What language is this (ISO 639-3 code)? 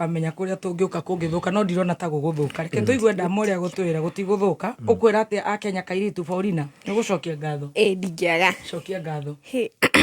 kik